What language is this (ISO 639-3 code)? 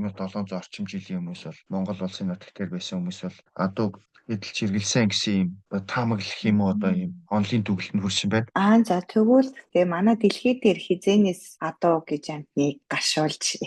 mon